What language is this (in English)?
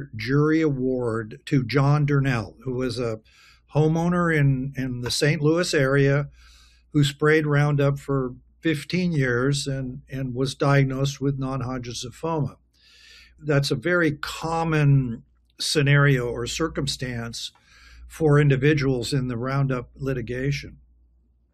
English